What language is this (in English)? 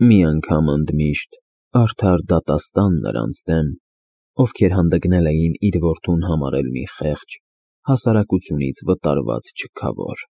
Armenian